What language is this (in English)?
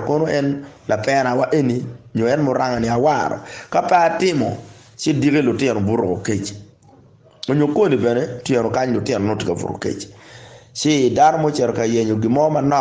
Acoli